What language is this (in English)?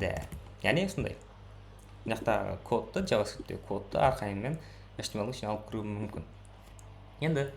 Kara-Kalpak